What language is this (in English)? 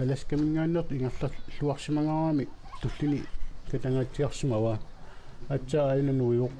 Kalaallisut